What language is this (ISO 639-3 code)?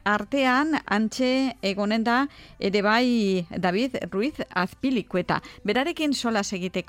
eus